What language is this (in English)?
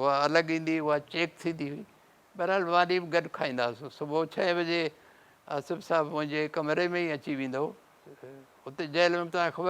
Sindhi